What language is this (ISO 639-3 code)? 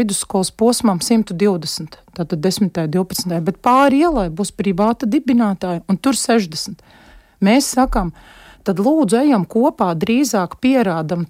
lav